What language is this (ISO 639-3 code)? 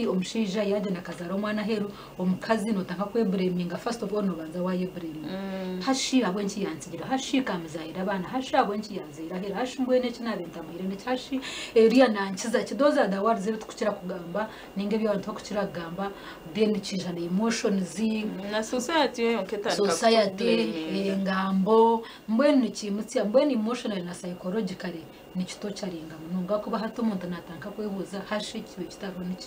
nyn